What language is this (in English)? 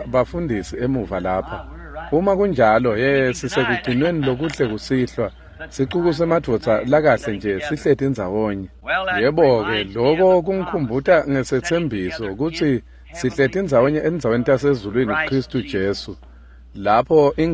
Swati